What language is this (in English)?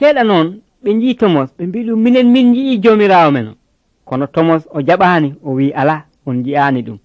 Nigerian Fulfulde